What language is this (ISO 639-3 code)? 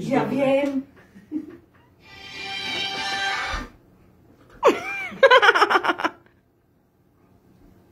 slk